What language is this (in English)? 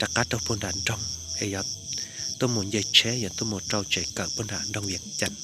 Hmong